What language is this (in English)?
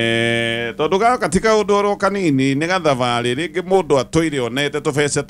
Kikuyu